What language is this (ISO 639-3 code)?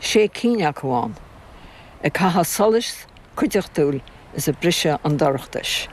gle